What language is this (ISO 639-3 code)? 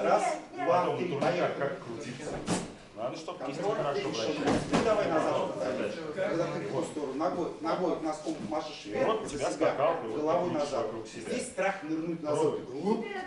rus